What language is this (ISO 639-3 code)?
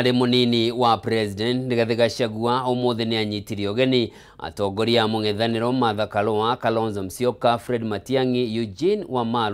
kik